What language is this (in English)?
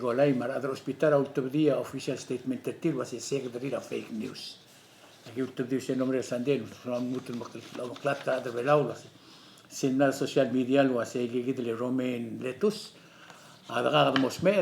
Palauan